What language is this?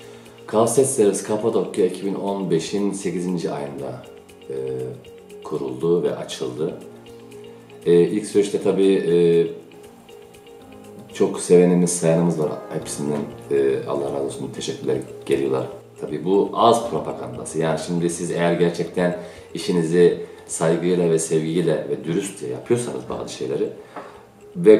Turkish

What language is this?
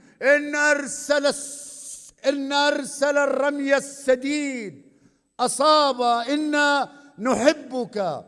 North Levantine Arabic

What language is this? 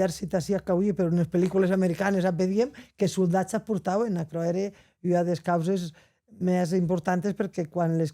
Occitan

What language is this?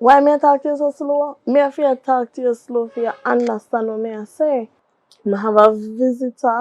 Jamaican Creole English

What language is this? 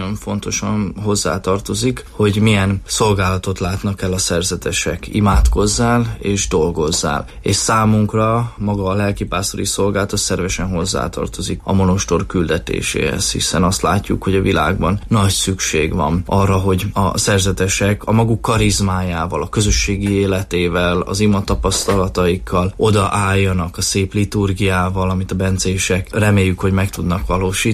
Hungarian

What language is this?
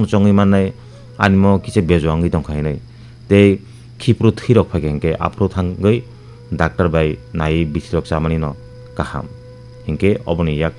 Kok Borok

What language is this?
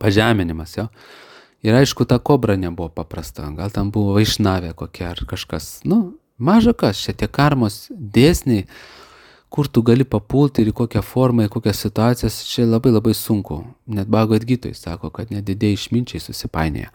Lithuanian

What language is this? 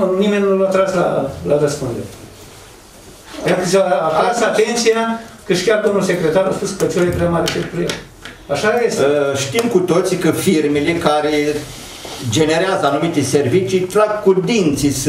Romanian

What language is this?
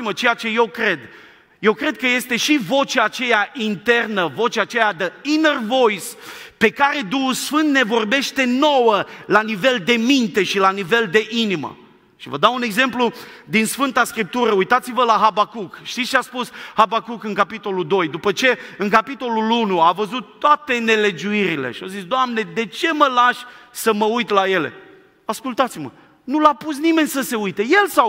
Romanian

